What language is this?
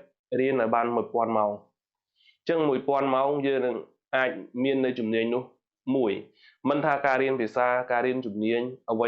Khmer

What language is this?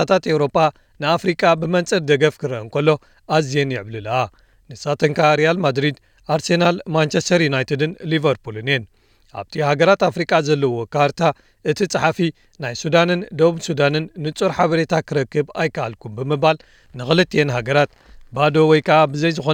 Tigrinya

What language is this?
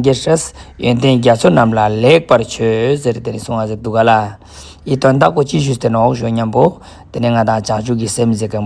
Ladakhi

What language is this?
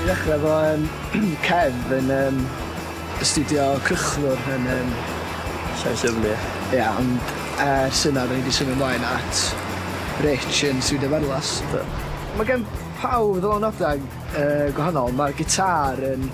Welsh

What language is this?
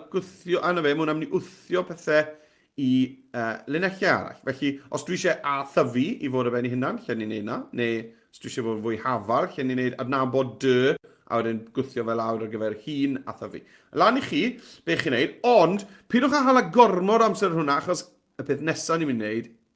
Welsh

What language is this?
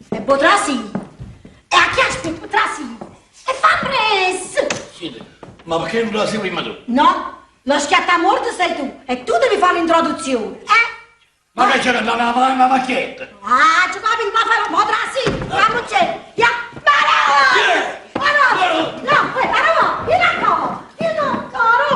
Neapolitan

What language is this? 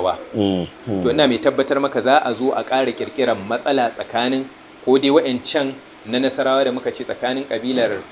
Hausa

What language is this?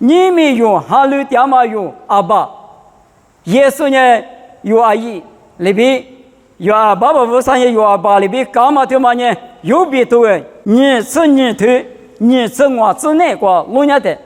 Lisu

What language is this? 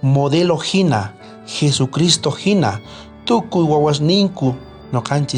South Bolivian Quechua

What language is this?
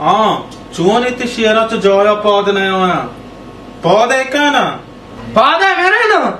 Baluchi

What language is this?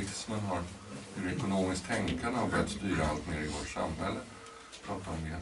Swedish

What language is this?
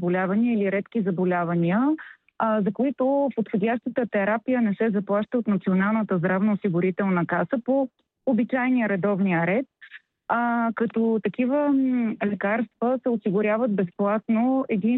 Bulgarian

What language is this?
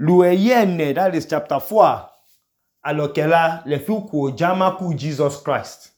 Idoma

